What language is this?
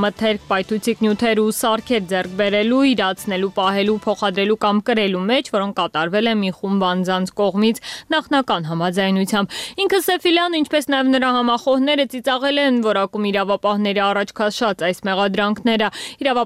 Armenian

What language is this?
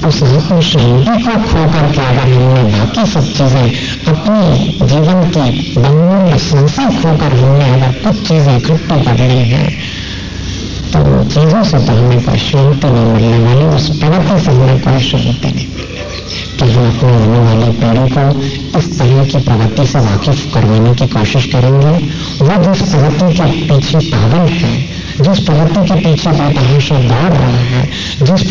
Hindi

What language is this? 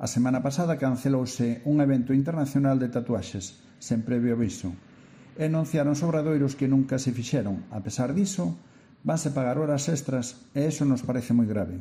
Galician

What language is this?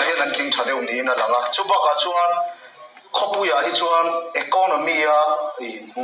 Mizo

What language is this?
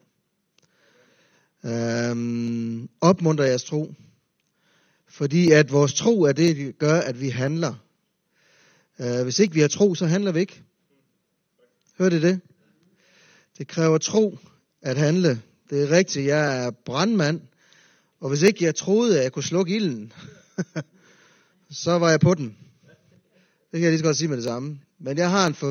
Danish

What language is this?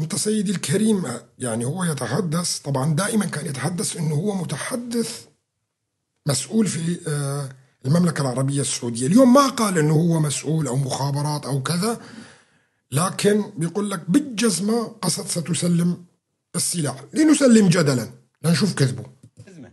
North Levantine Arabic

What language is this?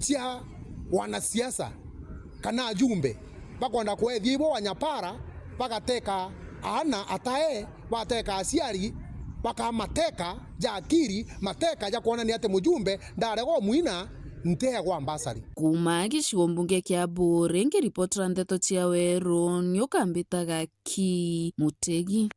Meru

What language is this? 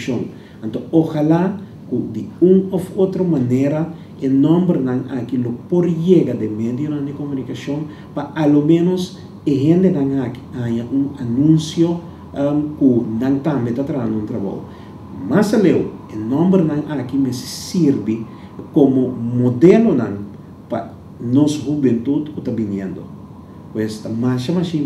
Papiamento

